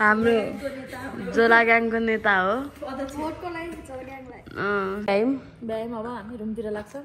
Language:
Nepali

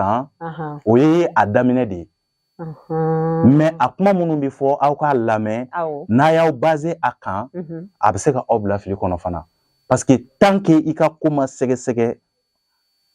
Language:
Bambara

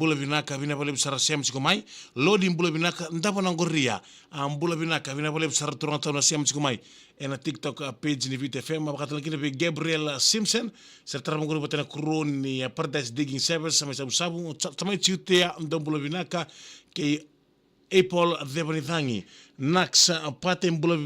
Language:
Fijian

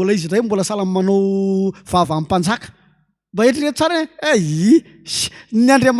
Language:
Malagasy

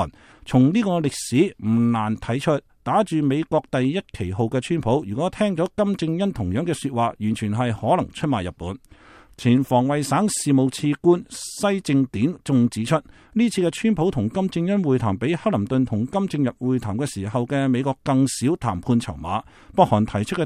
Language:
Cantonese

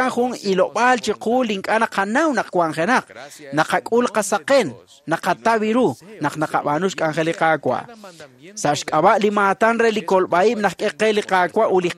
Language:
Kekchí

